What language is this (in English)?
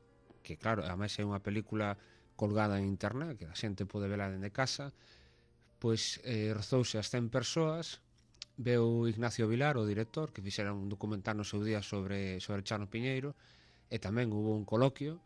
Galician